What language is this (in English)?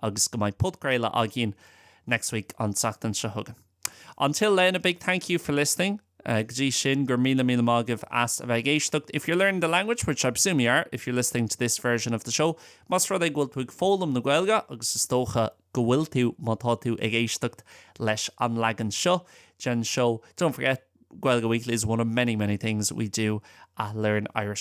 Irish